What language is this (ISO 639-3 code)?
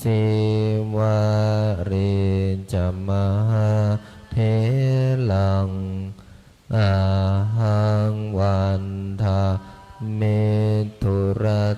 pli